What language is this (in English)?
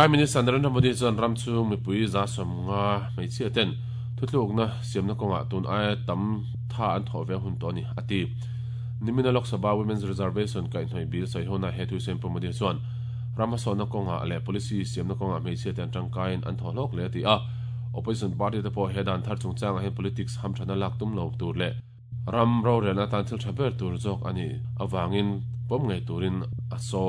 Mizo